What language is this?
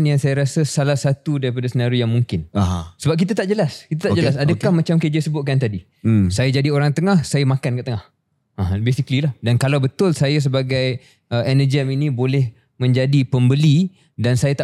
Malay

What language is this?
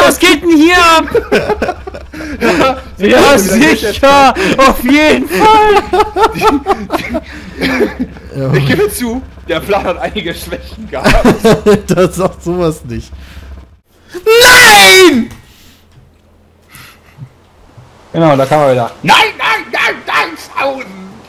German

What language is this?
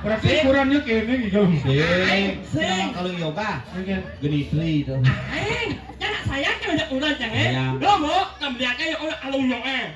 Balinese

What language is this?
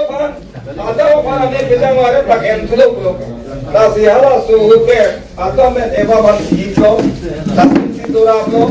Karbi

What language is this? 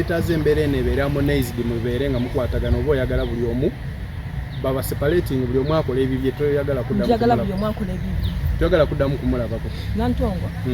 Ganda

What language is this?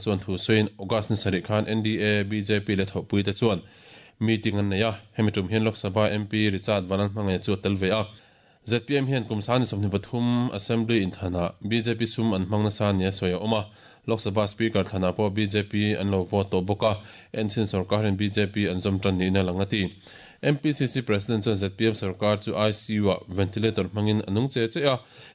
Mizo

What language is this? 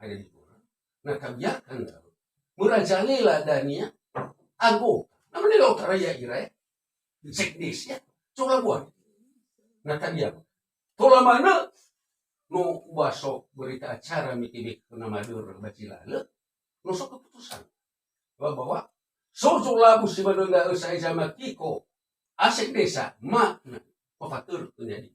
Nias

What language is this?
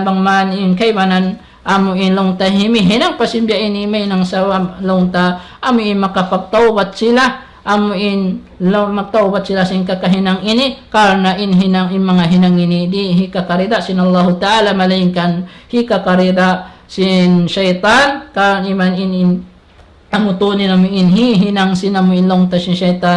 Tausug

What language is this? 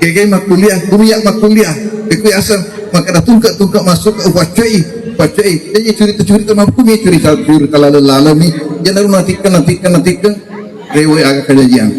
Buginese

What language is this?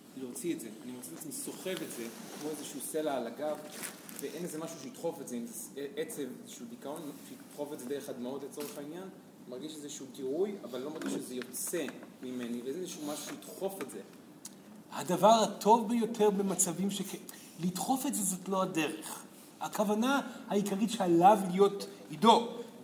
Hebrew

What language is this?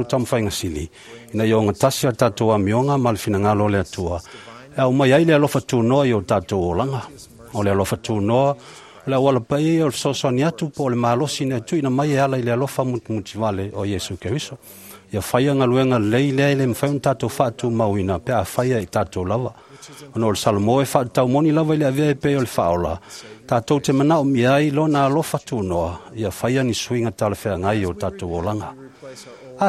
Samoan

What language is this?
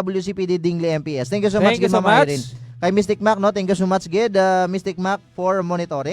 Hiligaynon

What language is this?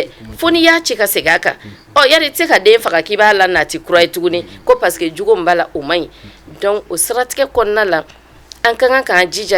Bambara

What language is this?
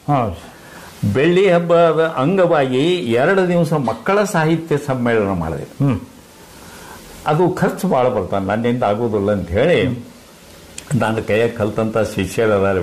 Kannada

